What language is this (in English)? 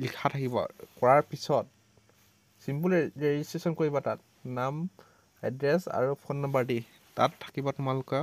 Assamese